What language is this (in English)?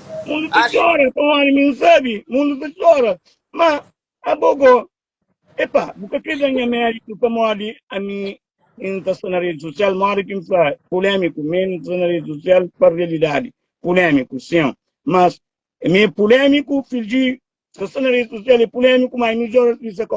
Kabuverdianu